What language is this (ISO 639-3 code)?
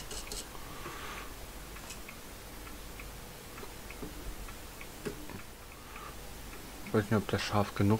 deu